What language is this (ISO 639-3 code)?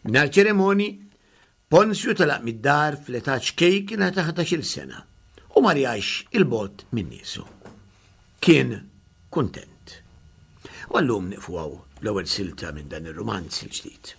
mlt